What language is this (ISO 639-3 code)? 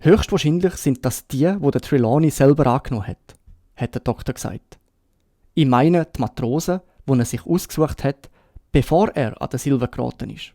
gsw